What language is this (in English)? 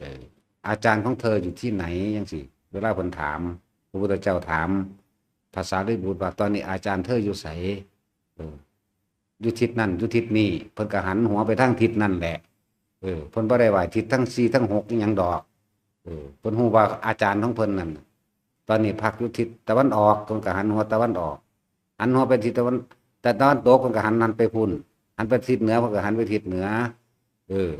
Lao